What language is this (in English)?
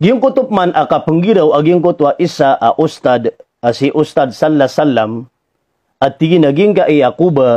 Maranao